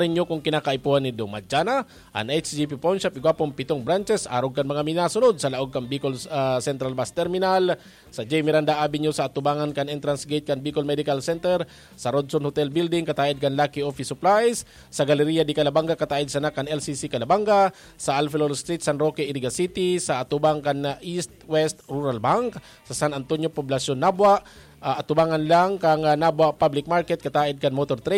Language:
Bikol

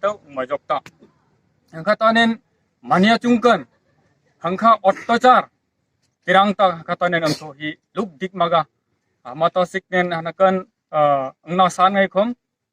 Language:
Kok Borok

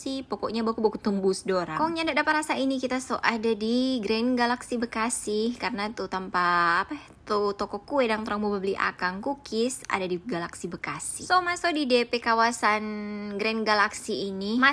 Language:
Manado Malay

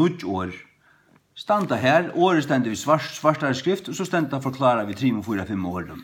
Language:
Faroese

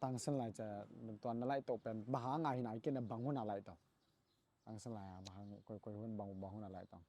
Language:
Tedim Chin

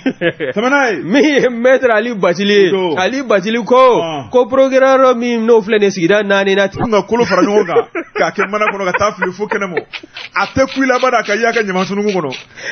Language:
Bambara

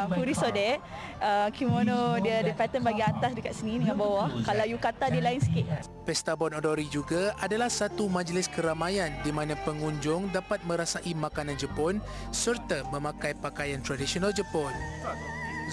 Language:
Malay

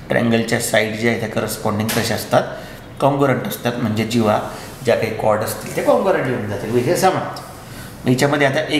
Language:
Marathi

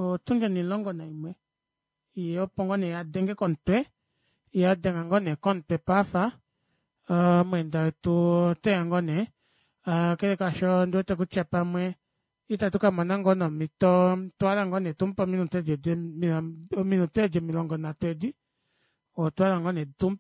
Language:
Kuanyama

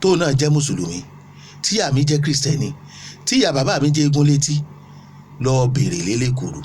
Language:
Yoruba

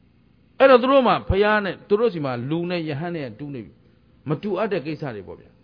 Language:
Burmese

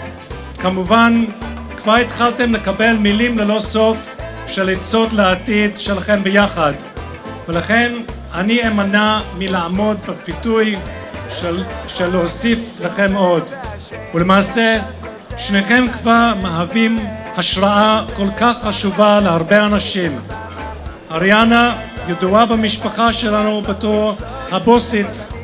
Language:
Hebrew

